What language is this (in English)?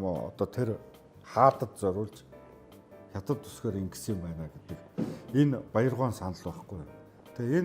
Mongolian